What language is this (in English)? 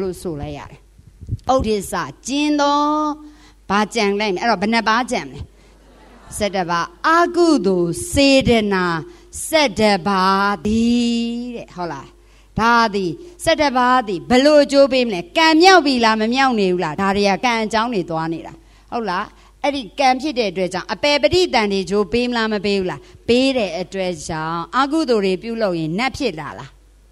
Burmese